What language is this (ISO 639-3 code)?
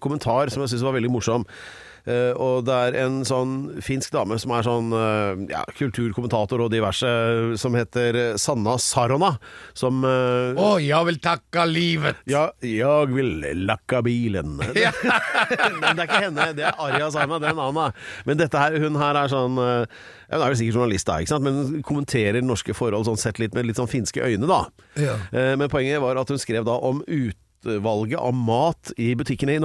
nor